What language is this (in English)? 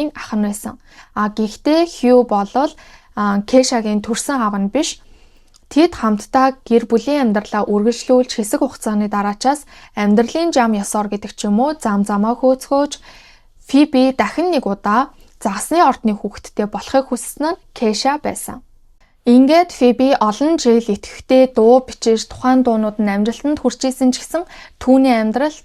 Mongolian